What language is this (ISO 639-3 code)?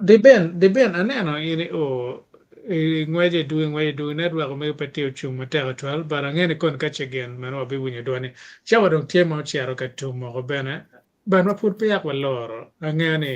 ach